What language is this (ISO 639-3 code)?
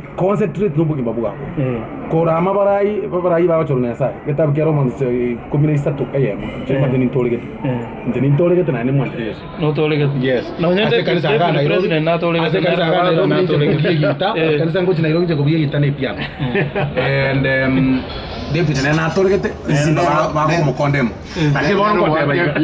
guz